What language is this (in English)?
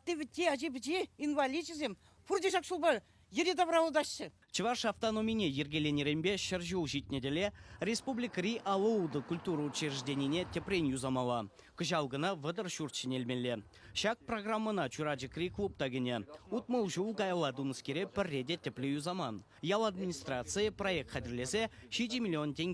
Chuvash